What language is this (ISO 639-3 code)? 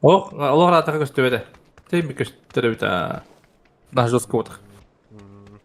sah